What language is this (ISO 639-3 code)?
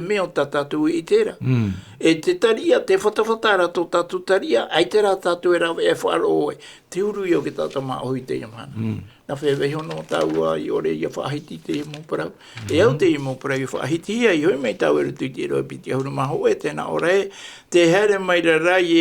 tah